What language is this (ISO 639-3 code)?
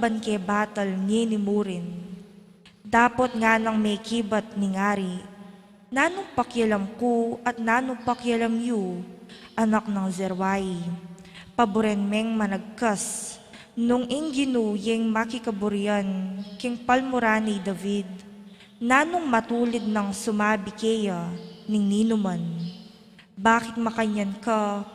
pam